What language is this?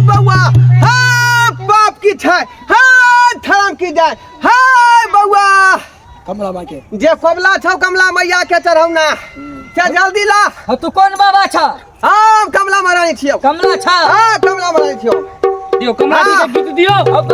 Maithili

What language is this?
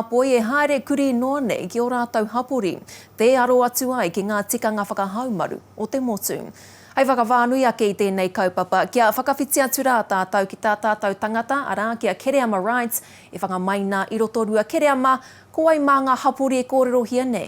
Māori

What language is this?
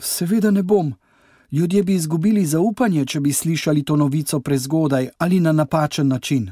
Slovenian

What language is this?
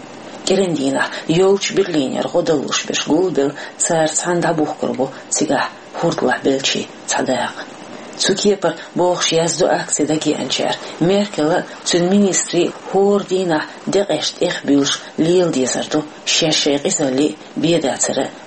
Chechen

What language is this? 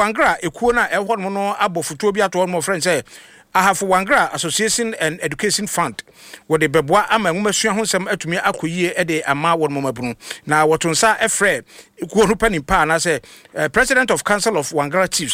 Akan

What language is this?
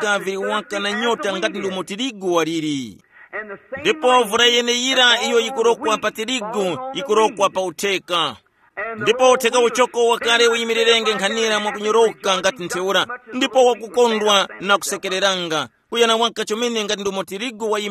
Tumbuka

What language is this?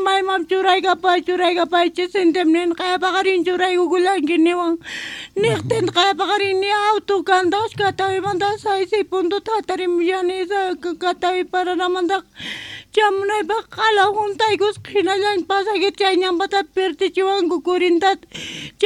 South Bolivian Quechua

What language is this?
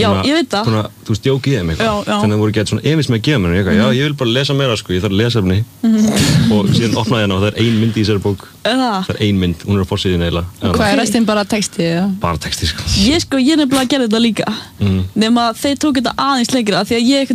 Icelandic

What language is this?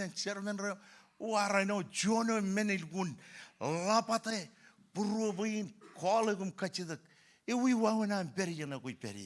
Marshallese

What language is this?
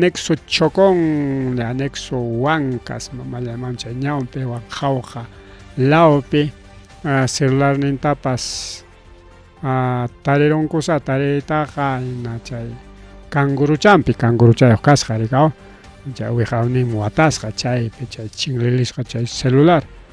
Ayacucho Quechua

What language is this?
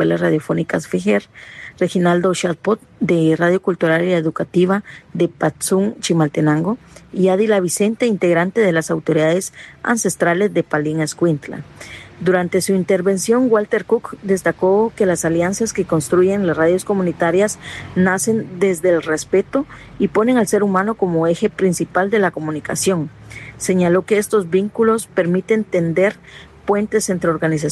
Spanish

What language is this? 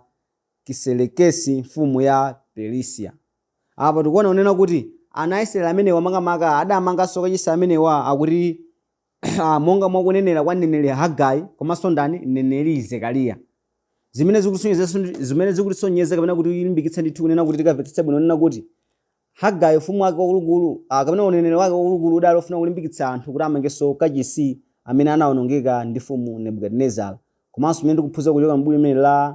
Nyanja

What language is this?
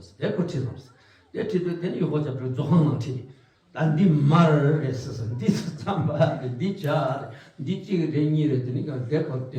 Tibetan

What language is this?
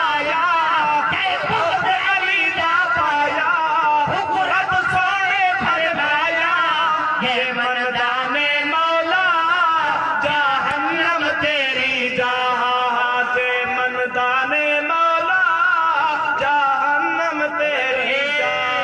Saraiki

